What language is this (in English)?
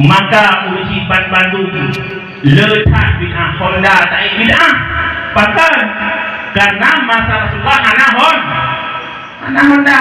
Achinese